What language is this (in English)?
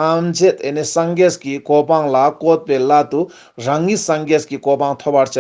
Ladakhi